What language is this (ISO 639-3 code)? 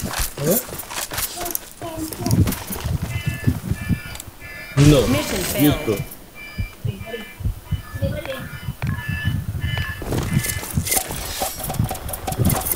msa